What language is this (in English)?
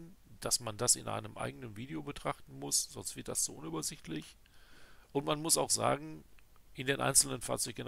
German